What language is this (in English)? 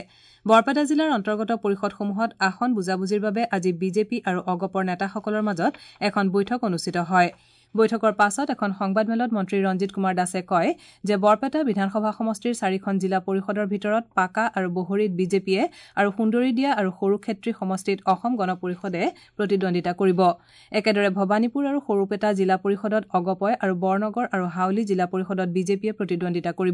Assamese